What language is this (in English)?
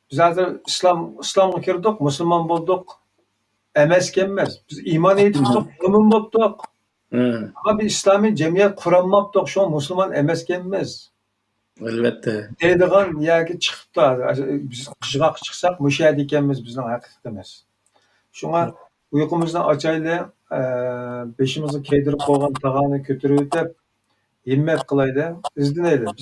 Uyghur